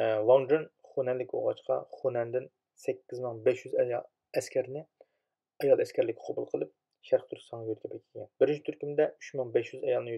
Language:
Uyghur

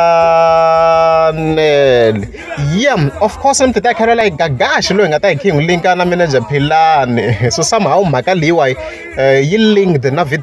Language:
Tsonga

